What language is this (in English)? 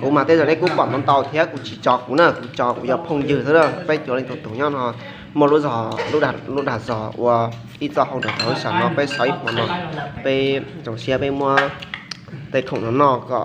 Hmong